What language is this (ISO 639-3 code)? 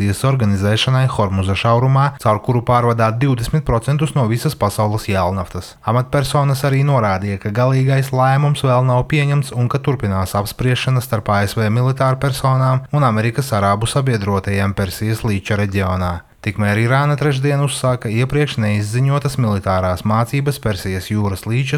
lav